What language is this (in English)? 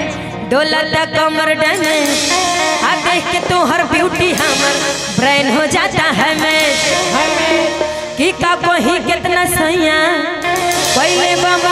Bhojpuri